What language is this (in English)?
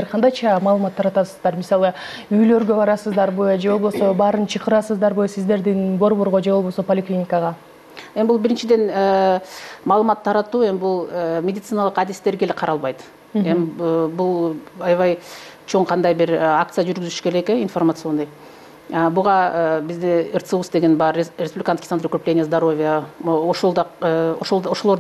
Kyrgyz